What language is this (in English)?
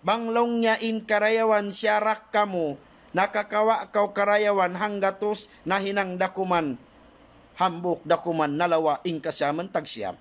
Tausug